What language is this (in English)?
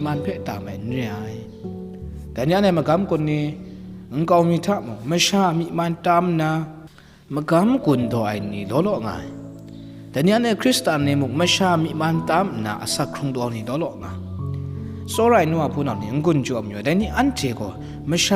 Kachin